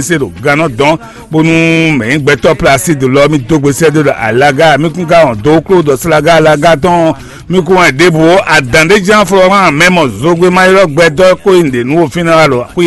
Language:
Fon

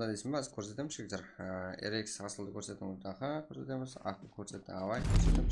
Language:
Kara-Kalpak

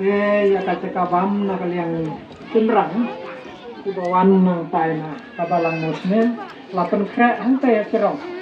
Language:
Khasi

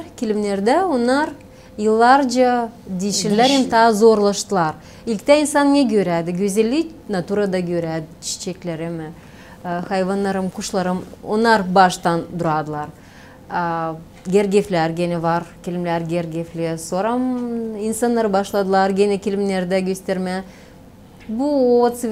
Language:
Gagauz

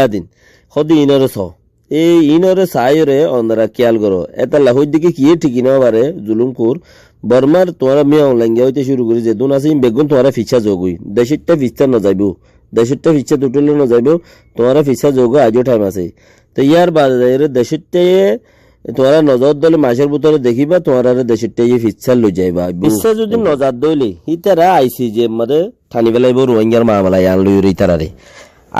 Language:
Rohingya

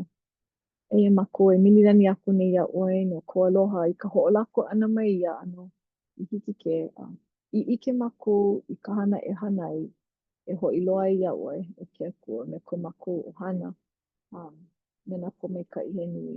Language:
Hawaiian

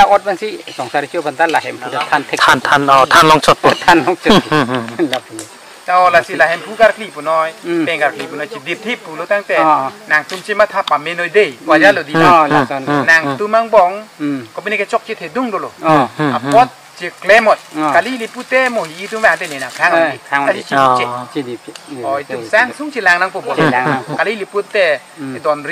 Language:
Karbi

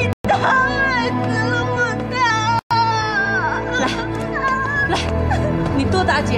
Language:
Chinese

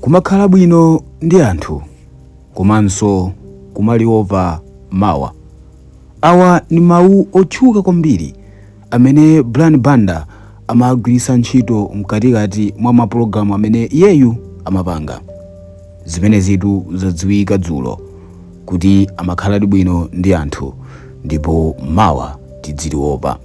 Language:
Nyanja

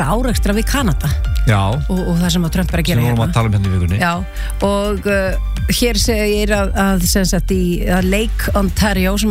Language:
Icelandic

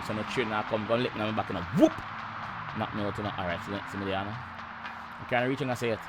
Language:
Jamaican Creole English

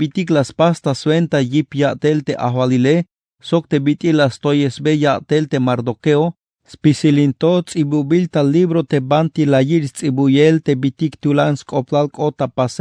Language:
Tzeltal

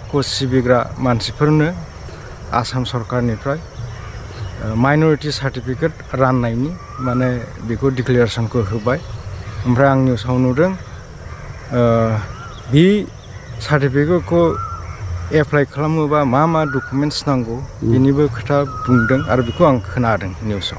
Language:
Bodo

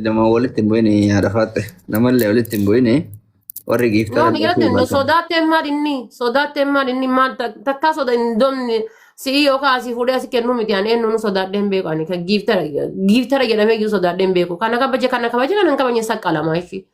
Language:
Oromo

